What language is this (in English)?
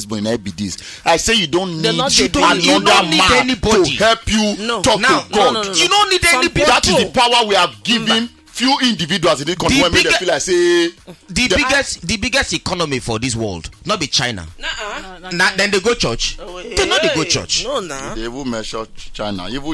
Nigerian Pidgin